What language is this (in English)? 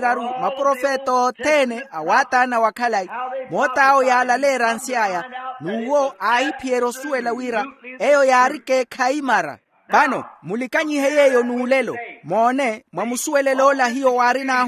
Makhuwa